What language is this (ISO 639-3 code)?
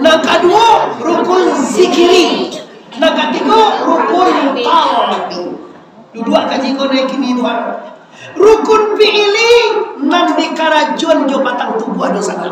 min